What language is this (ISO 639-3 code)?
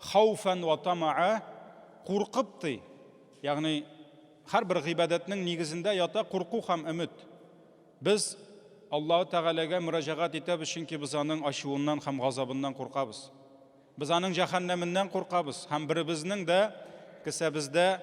tat